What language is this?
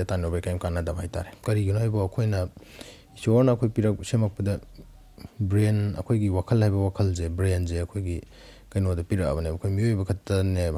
Manipuri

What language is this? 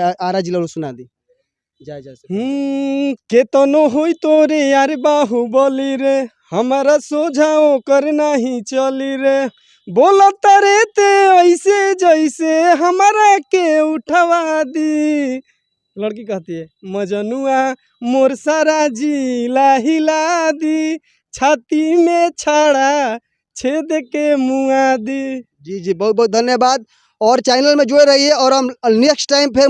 Bhojpuri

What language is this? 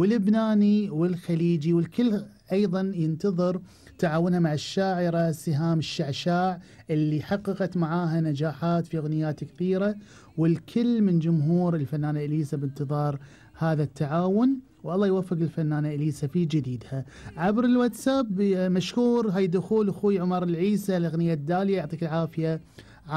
Gulf Arabic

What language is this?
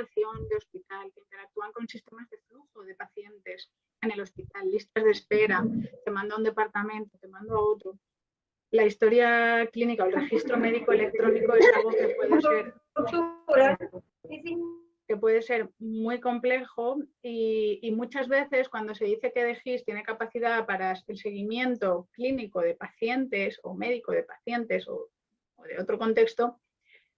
Spanish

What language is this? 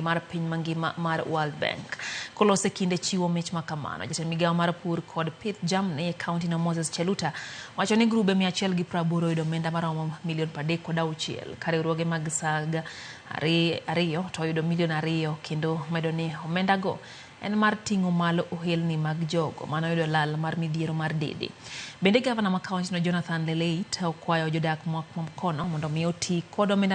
Luo (Kenya and Tanzania)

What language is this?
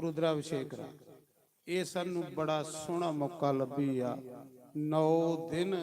Dogri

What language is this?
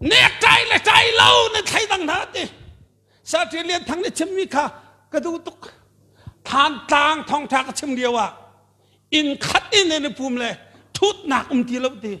Hakha Chin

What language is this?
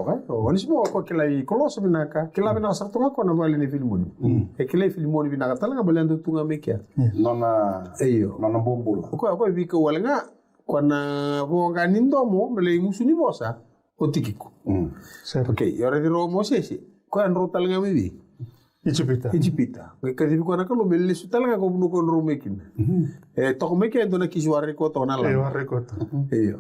Fijian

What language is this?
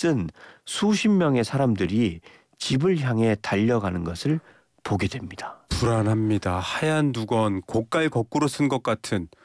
Korean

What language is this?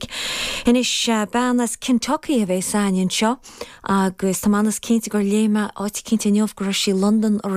Irish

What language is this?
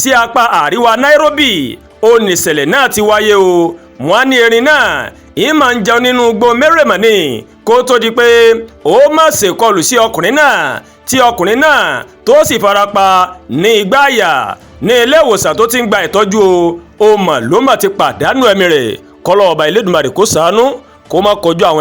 Yoruba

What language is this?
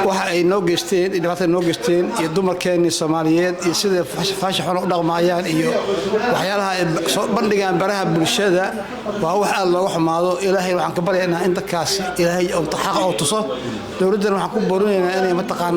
Somali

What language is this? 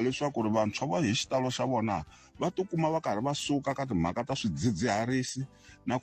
Tsonga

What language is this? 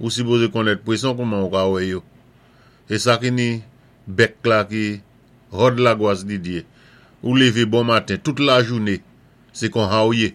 Saint Lucian Creole French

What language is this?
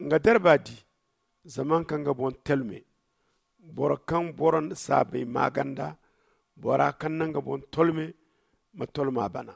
Zarma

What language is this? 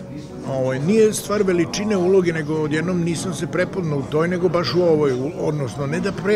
Serbian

